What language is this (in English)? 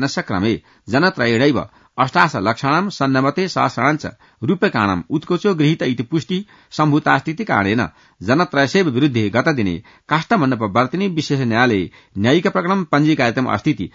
Sanskrit